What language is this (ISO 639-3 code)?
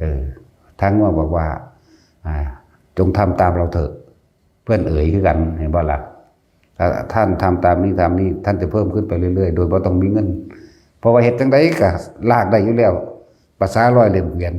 tts